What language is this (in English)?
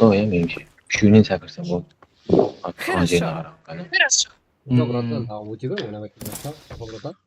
Kara-Kalpak